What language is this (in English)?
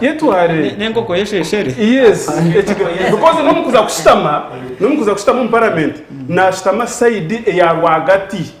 Nyankole